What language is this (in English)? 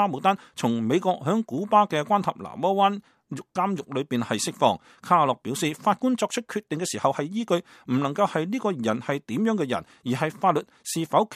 Cantonese